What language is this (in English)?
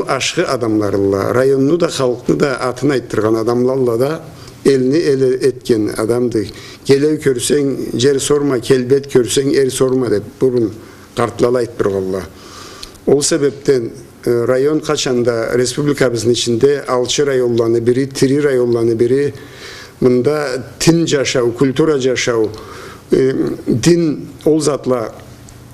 Karachay-Balkar